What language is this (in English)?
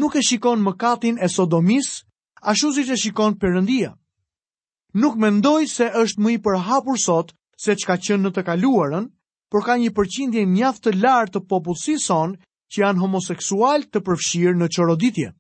Albanian